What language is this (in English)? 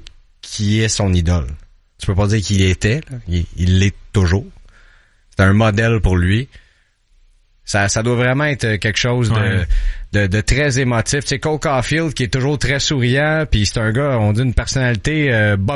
French